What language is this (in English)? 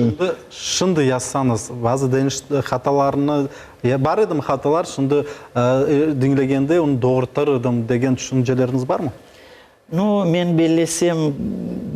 Crimean Tatar